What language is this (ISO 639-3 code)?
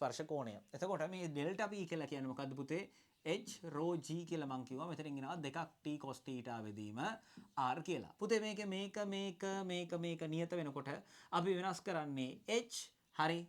sin